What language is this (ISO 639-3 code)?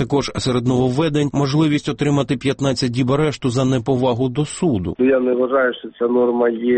ukr